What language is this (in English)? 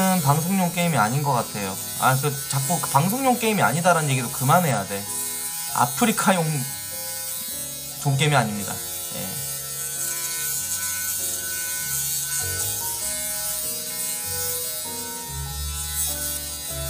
Korean